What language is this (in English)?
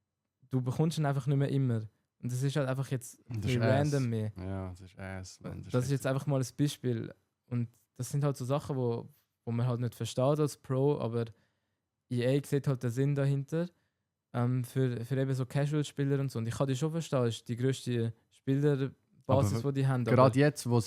Swiss German